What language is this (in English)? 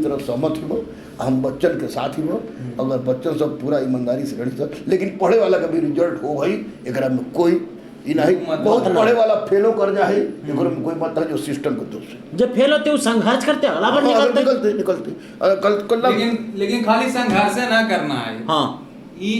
Magahi